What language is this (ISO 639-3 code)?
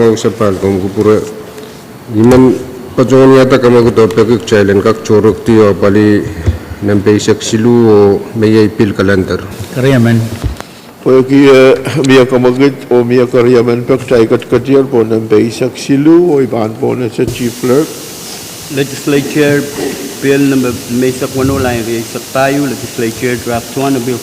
pon